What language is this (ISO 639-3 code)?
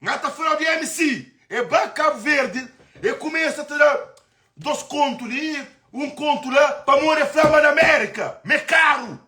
kea